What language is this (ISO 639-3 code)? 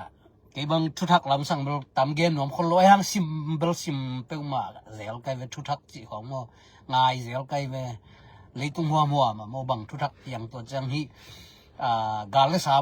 ctd